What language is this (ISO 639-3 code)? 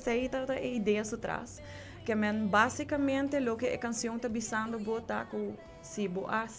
pap